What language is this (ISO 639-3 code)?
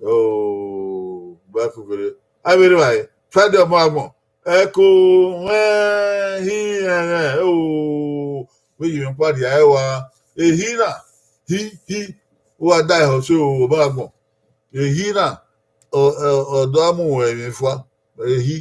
bin